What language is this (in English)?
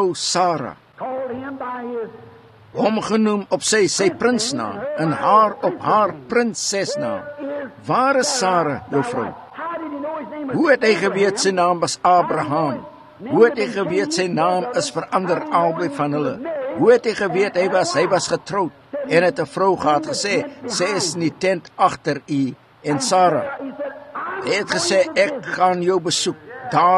Afrikaans